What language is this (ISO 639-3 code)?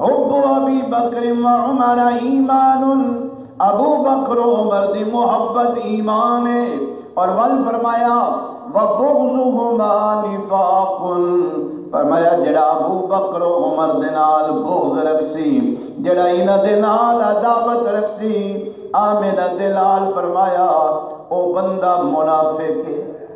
skr